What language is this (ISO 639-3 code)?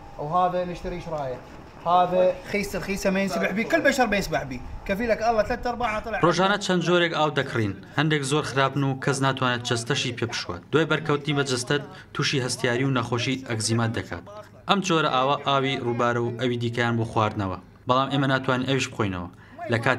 ckb